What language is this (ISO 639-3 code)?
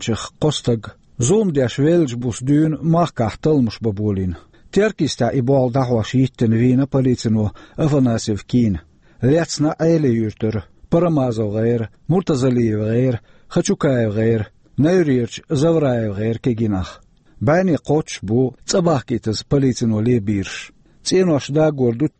che